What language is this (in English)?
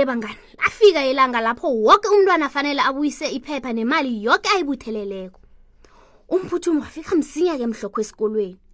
South Ndebele